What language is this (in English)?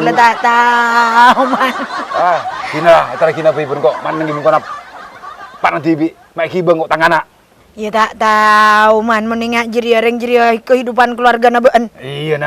Madurese